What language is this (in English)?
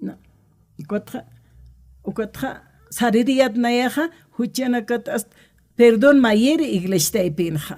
Aymara